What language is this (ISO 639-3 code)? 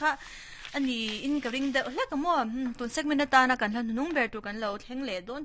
lus